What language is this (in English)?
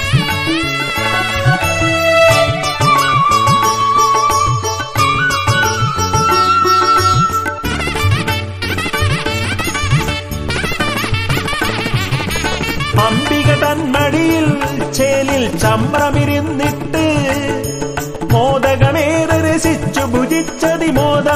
Malayalam